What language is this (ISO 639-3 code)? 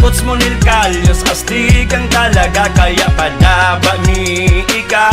bik